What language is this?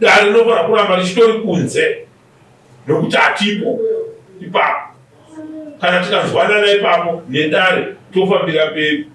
Shona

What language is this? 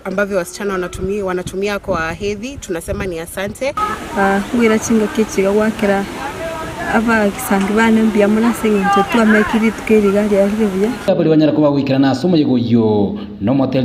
Gusii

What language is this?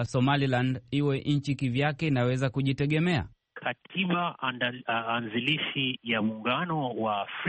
Swahili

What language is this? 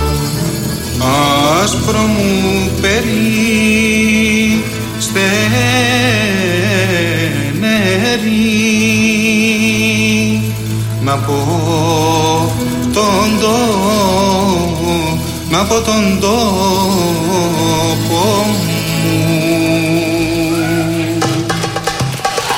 Greek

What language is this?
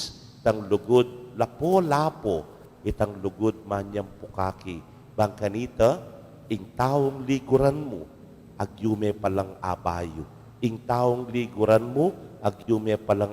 Pampanga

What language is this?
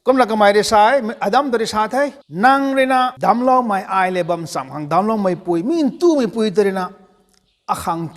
Rongmei Naga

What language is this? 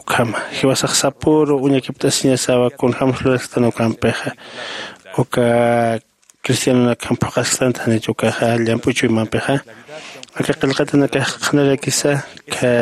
Aymara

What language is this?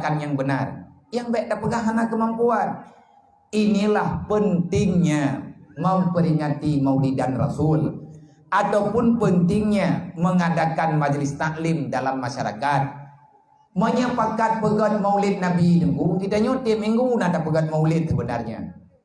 Achinese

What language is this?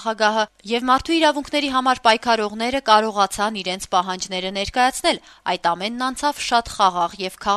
Armenian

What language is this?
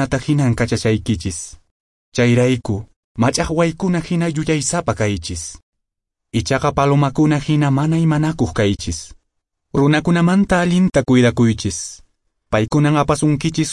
Quechua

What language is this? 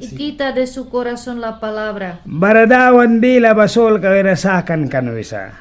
Mískito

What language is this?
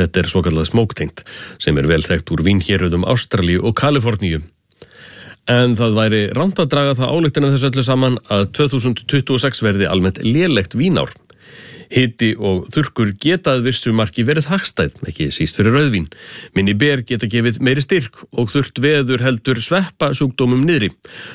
Icelandic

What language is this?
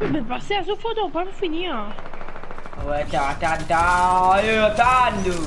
Morisyen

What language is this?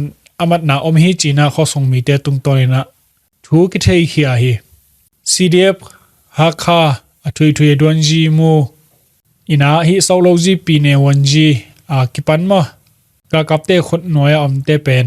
Tedim Chin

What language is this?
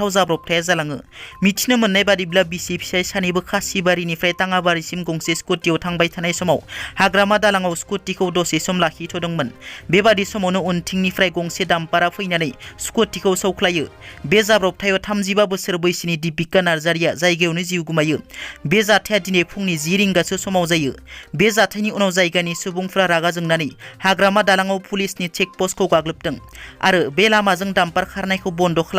Bodo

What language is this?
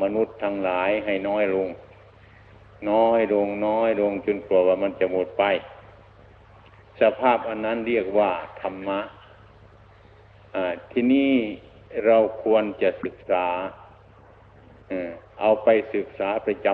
Thai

